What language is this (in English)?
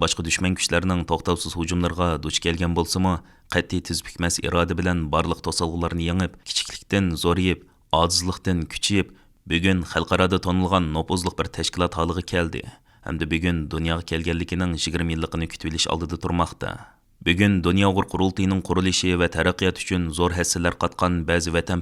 Uyghur